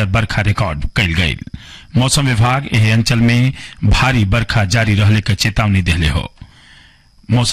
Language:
Bhojpuri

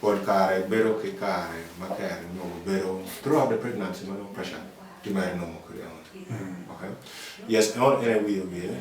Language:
Acoli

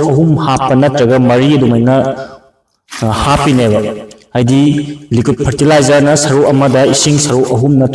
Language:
Manipuri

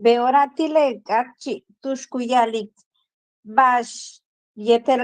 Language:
Yucateco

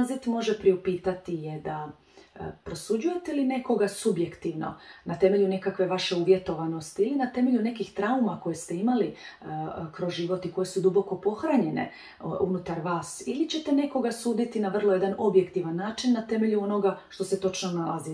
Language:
Croatian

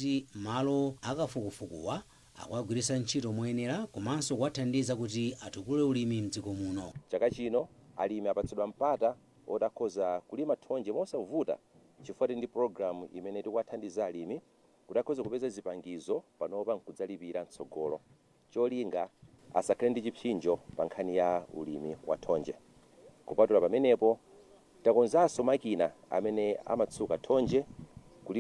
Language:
Nyanja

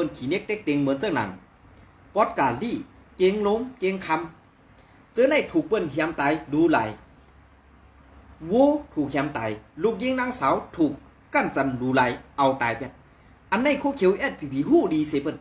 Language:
Shan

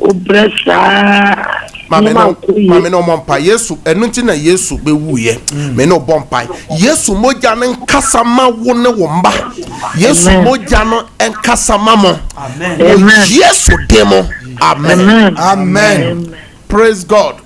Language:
Akan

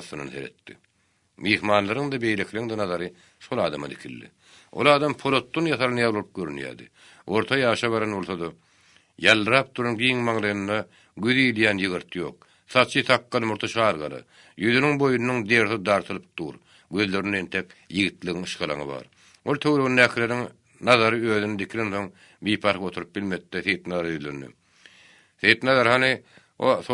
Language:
Turkmen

